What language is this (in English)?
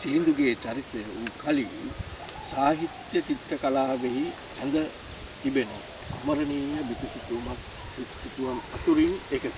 Sinhala